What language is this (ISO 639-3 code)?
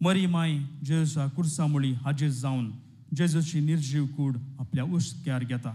kok